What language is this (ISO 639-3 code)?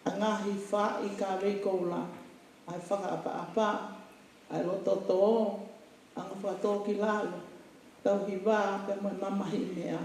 ton